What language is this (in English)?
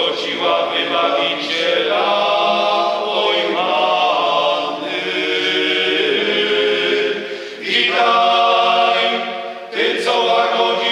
Polish